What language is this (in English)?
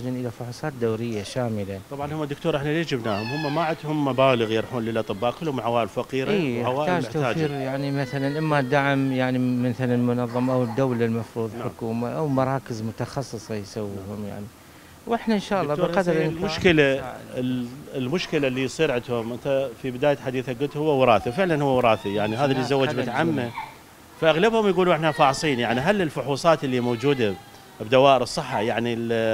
Mesopotamian Arabic